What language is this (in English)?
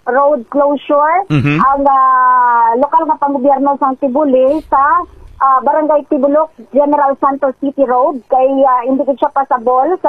Hiligaynon